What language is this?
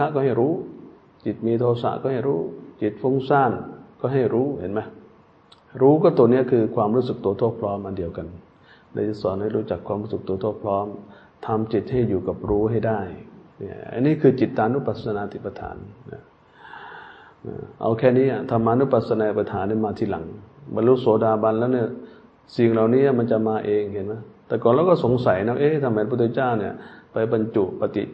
Thai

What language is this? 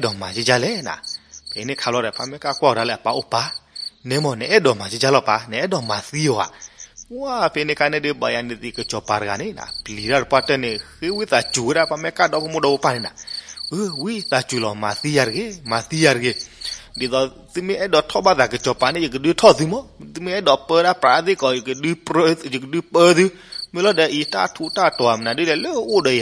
S'gaw Karen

